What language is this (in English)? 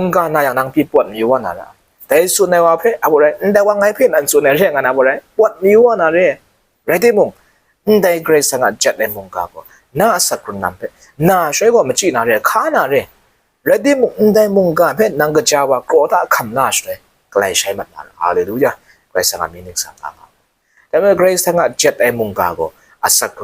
Kachin